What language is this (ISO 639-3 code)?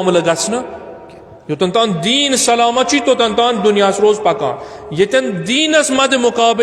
kas